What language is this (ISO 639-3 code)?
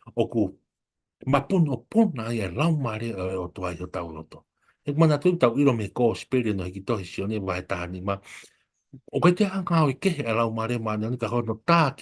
ton